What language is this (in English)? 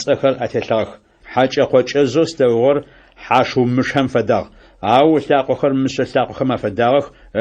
Adyghe